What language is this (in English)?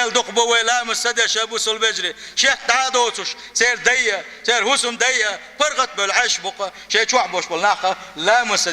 Chechen